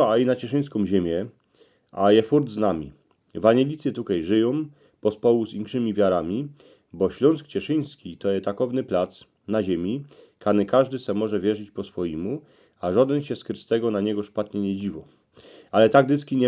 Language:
Silesian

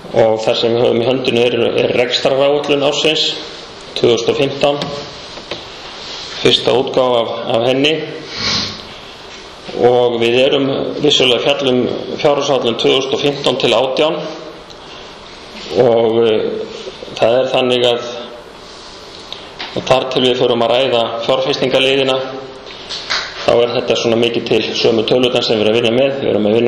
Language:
Icelandic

